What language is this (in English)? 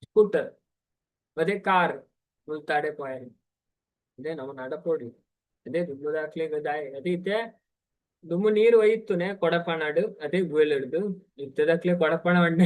Tulu